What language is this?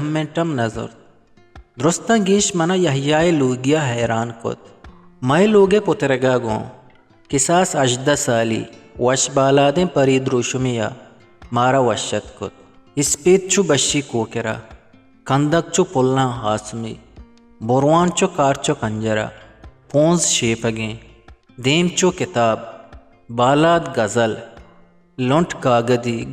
Eastern Balochi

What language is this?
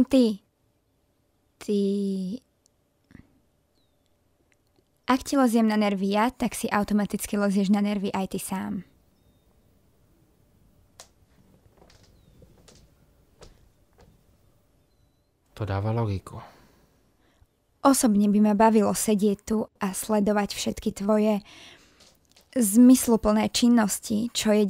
Slovak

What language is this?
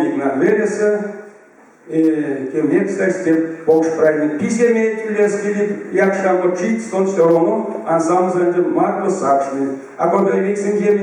Erzya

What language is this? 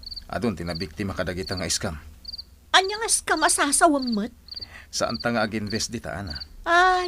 Iloko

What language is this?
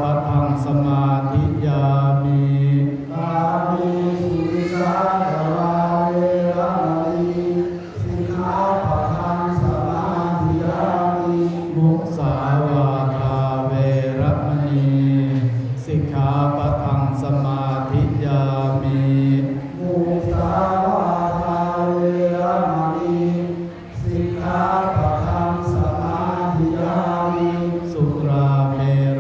Pali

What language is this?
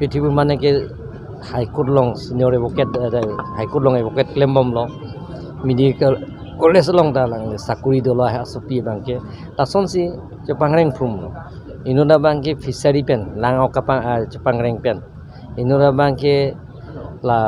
Karbi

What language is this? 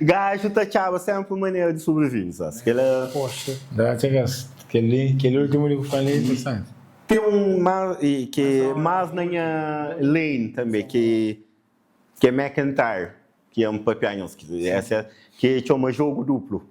Kabuverdianu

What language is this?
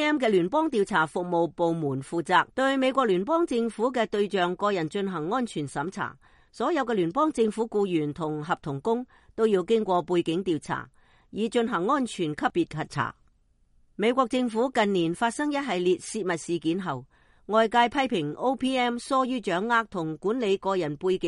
Cantonese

